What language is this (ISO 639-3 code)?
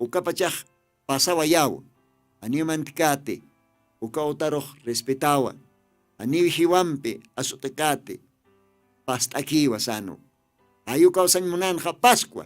aym